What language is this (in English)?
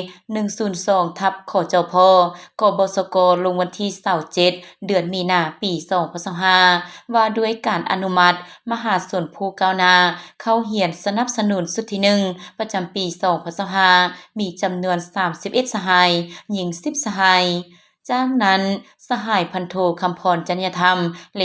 Lao